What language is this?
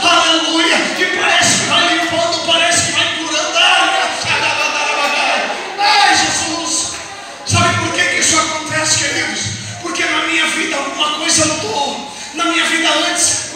Portuguese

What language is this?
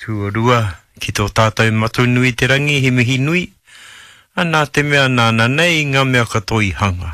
Māori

